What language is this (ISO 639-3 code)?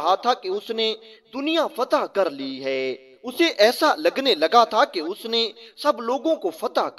urd